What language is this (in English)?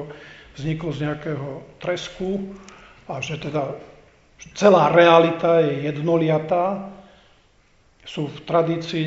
Slovak